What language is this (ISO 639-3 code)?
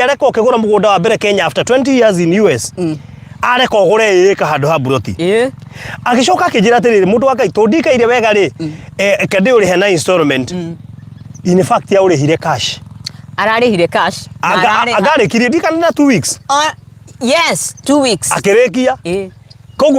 kik